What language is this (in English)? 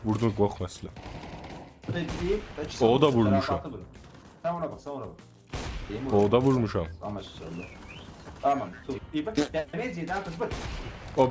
South Azerbaijani